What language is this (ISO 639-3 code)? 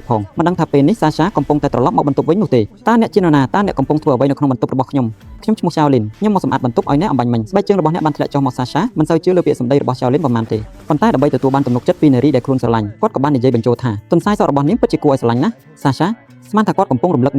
khm